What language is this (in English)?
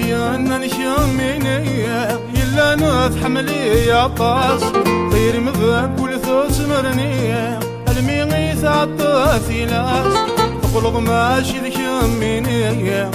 Kabyle